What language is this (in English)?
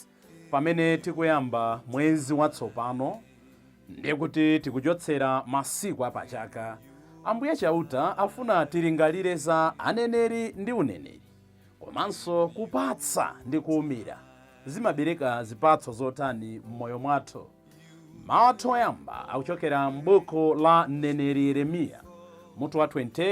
Nyanja